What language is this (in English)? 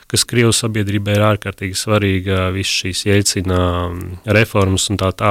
Latvian